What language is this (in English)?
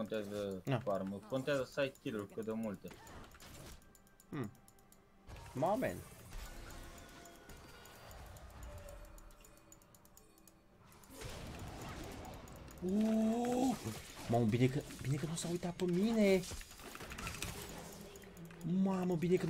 Romanian